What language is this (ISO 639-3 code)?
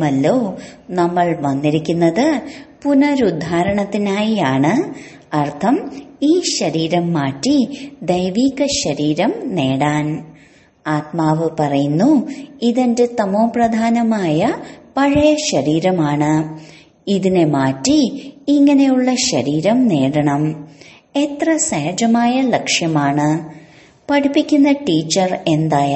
mal